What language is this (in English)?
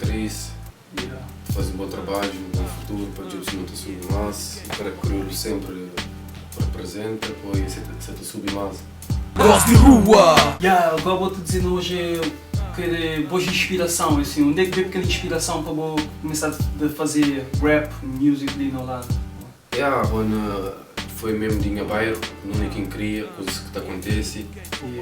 Kabuverdianu